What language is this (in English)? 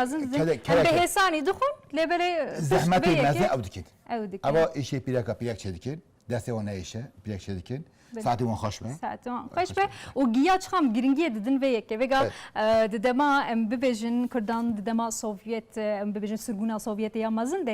Kurdish